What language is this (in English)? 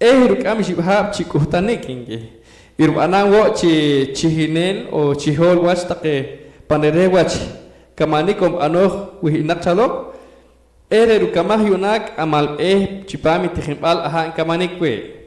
Poqomchi'